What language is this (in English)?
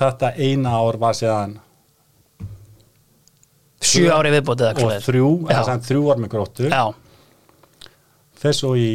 Icelandic